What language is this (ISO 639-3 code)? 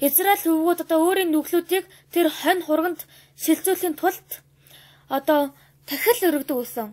mon